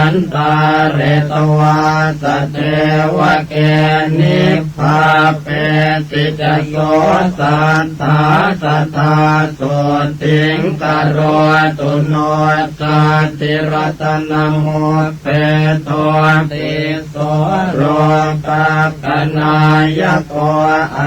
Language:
Pali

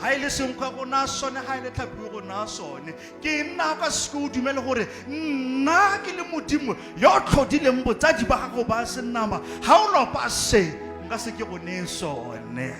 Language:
Tswana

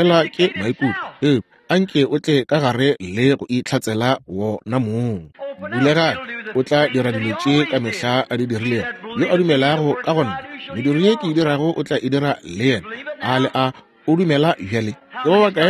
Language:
Northern Sotho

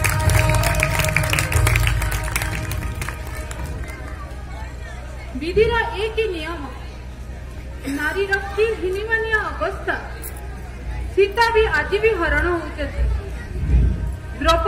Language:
Odia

